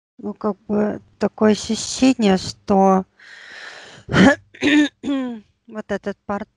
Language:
Russian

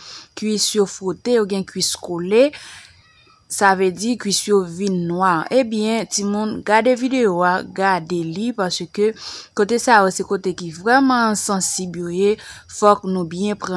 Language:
Haitian Creole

